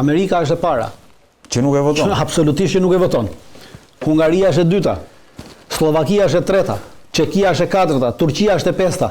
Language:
Albanian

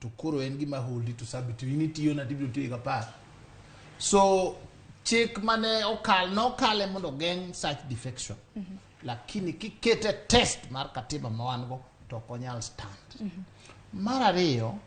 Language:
Luo (Kenya and Tanzania)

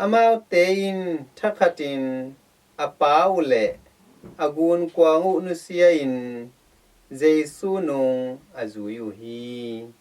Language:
Tedim Chin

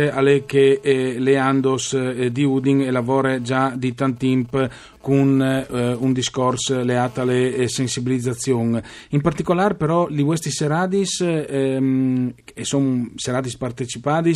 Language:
Friulian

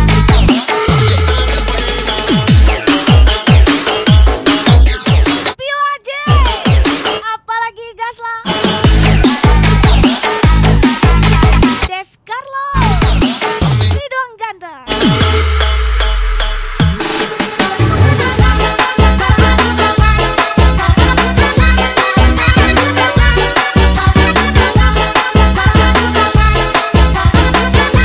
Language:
Indonesian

